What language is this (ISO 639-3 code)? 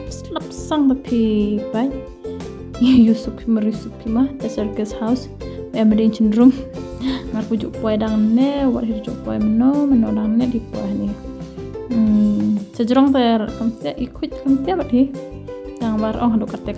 kha